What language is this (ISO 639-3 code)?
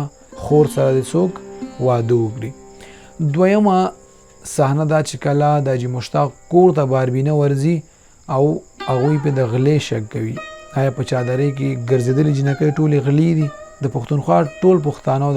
pus